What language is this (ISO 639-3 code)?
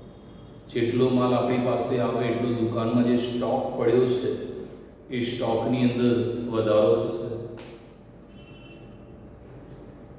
guj